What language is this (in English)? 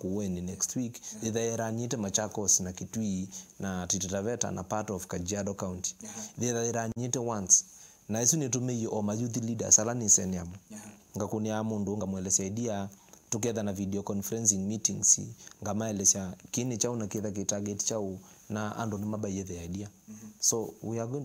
Kamba